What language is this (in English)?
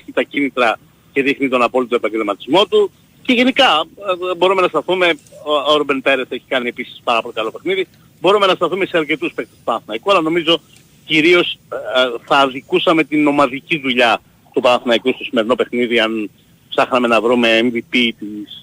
Greek